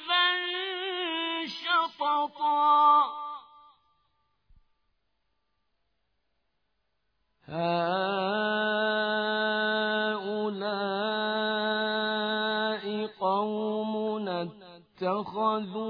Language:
Arabic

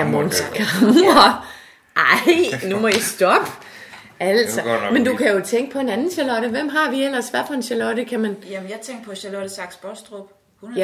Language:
Danish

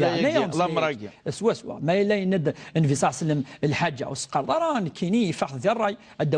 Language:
Kabyle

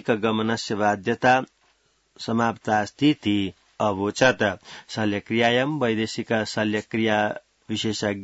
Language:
Sanskrit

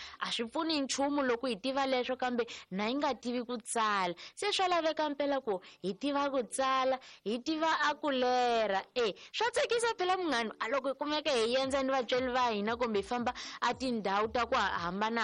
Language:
Tsonga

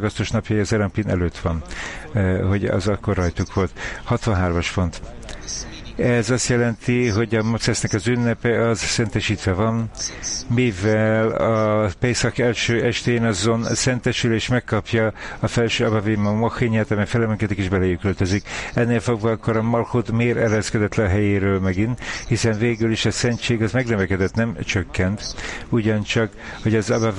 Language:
Hungarian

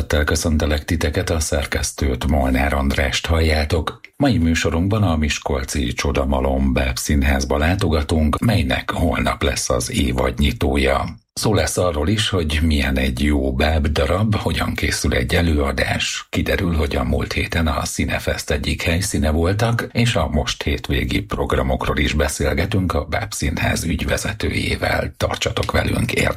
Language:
Hungarian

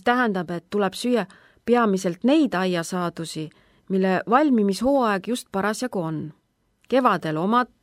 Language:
Estonian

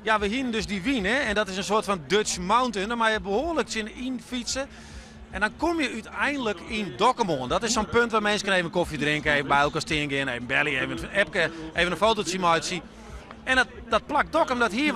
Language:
Western Frisian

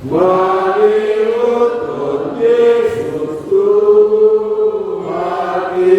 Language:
Batak Toba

